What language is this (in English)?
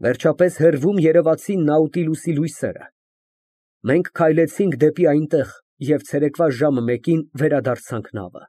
Armenian